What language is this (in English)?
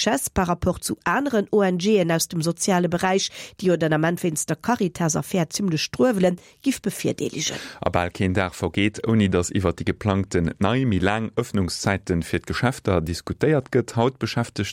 Luxembourgish